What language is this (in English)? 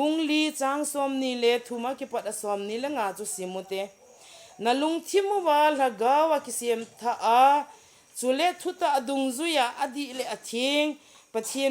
Thado Chin